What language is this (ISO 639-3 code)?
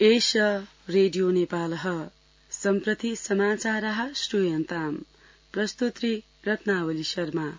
san